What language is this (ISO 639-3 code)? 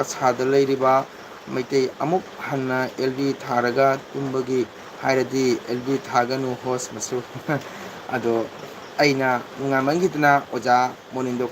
mni